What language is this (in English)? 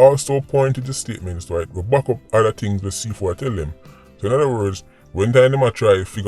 Jamaican Creole English